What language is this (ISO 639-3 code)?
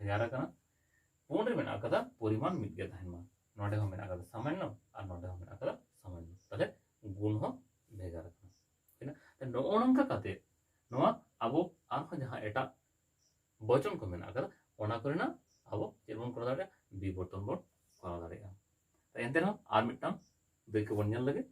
sat